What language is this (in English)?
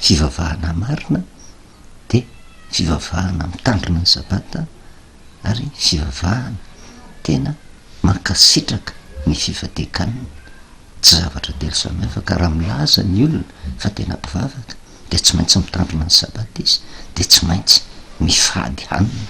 Malagasy